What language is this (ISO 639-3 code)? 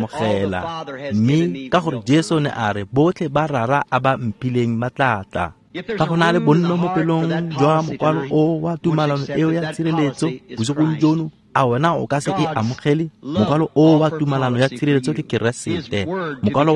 tsn